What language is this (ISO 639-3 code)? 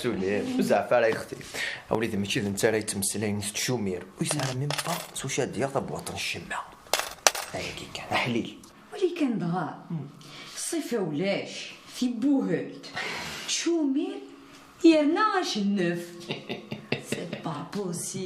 kab